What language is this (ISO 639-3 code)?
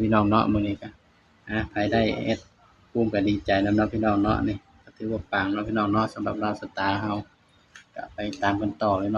tts